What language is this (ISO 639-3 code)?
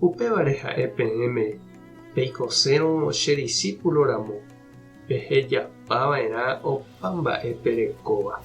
grn